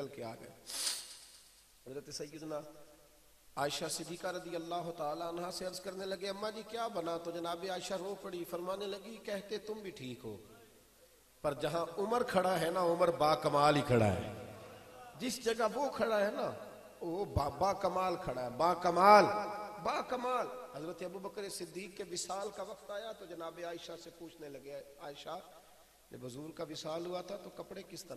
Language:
Urdu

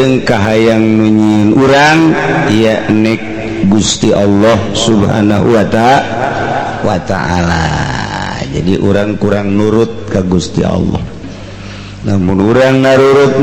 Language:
Sundanese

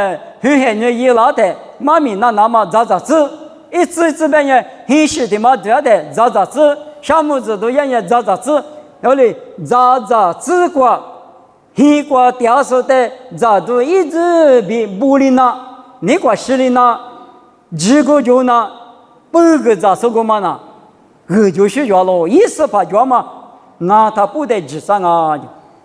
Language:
Lisu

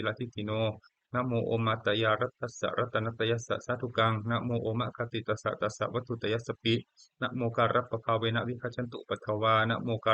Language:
Pali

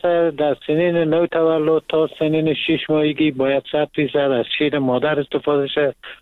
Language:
Persian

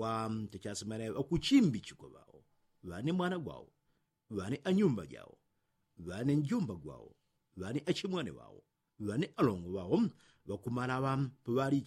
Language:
Yao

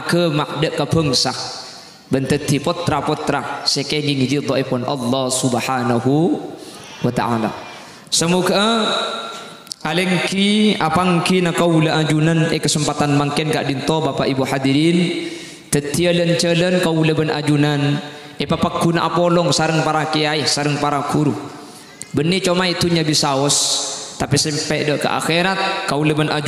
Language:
Madurese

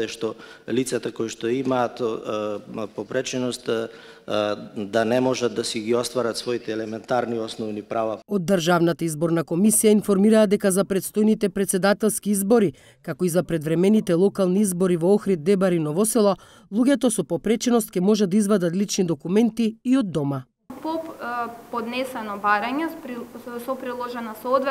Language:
Macedonian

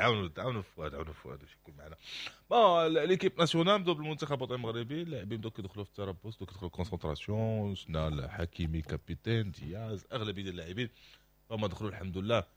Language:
Moroccan Arabic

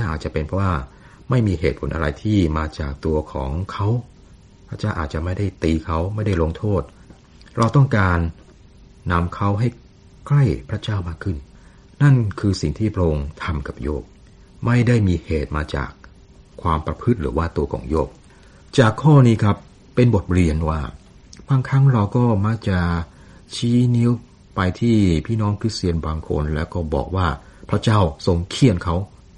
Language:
Thai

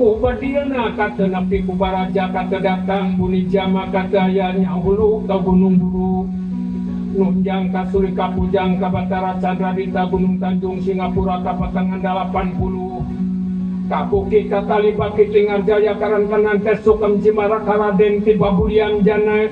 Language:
Sundanese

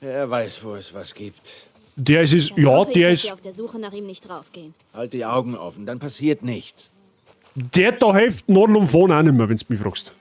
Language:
Bavarian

